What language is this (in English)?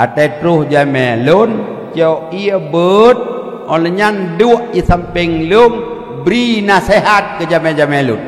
Achinese